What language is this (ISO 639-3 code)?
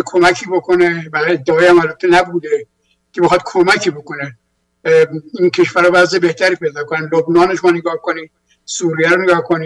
fas